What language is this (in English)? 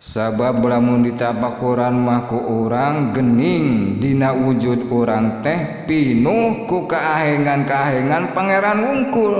Sundanese